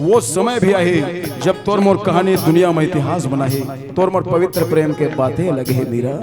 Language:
Chhattisgarhi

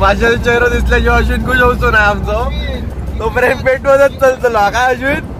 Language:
Konkani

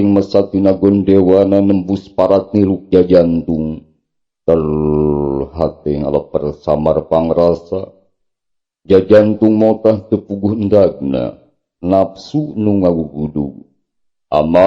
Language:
Sundanese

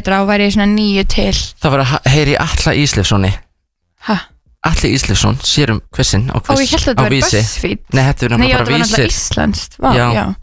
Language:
Icelandic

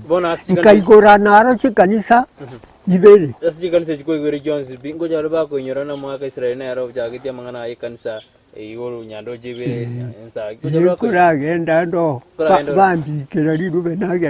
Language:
Gusii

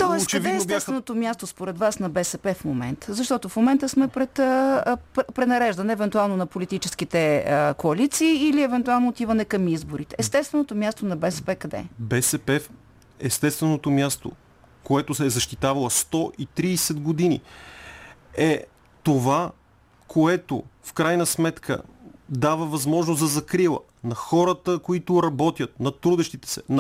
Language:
Bulgarian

